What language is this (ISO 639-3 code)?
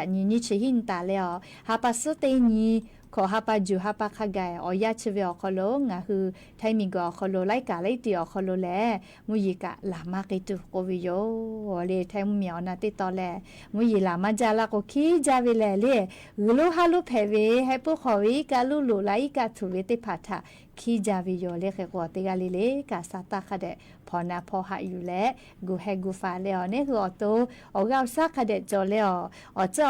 lhu